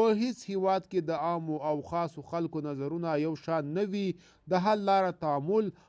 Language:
Pashto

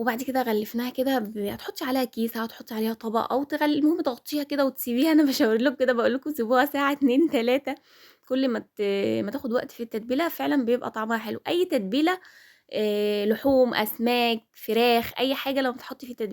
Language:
Egyptian Arabic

